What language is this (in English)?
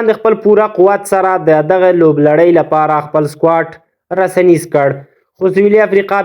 Pashto